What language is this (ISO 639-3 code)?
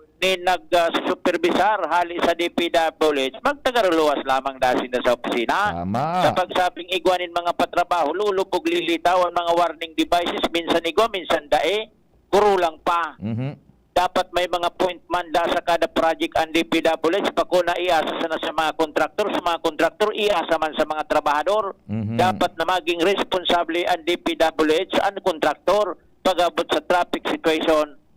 bik